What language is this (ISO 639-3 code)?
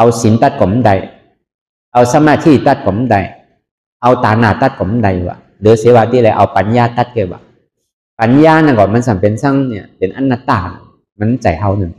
shn